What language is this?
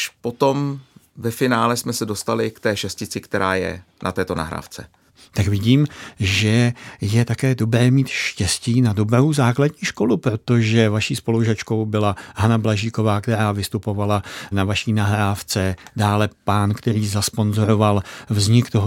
Czech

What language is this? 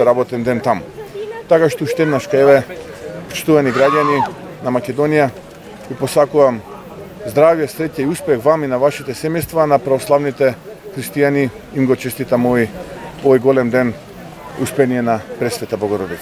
Macedonian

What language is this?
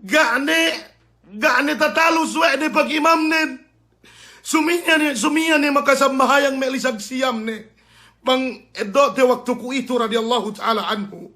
Yakan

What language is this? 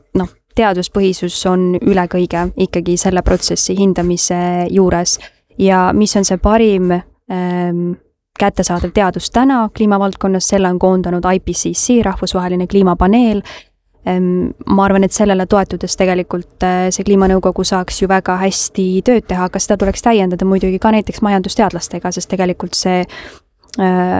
Estonian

